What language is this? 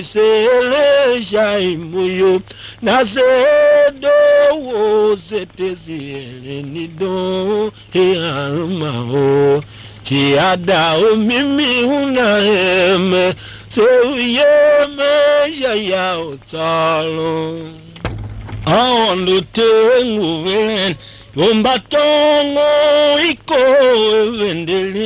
Tiv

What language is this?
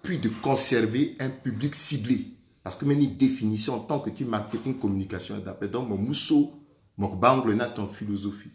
Sango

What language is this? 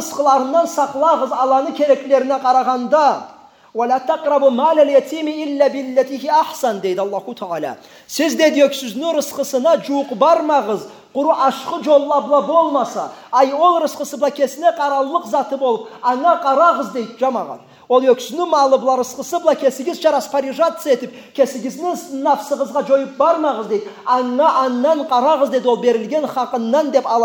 Karachay-Balkar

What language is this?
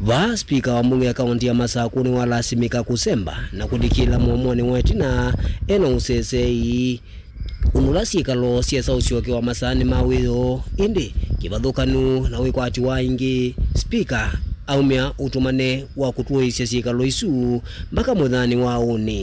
Kamba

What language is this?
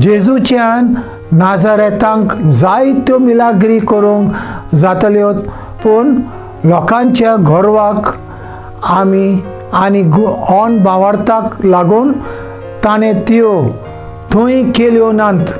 Konkani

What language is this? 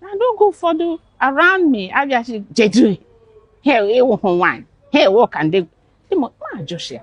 Igbo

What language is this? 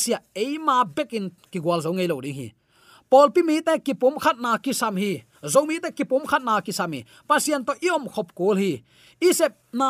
Tedim Chin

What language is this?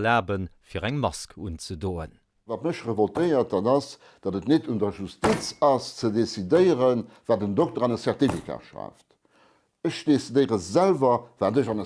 Luxembourgish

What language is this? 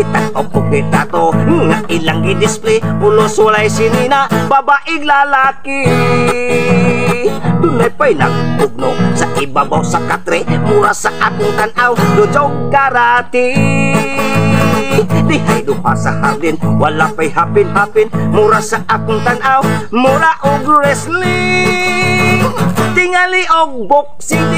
Cebuano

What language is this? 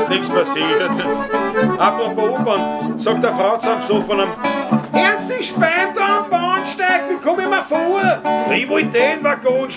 Bavarian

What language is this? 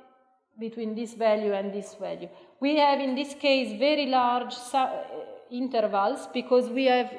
English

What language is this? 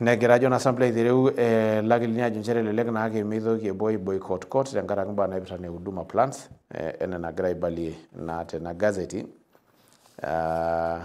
Masai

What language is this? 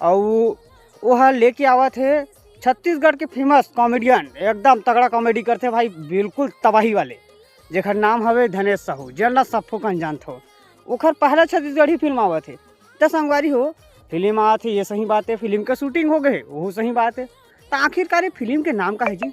Chhattisgarhi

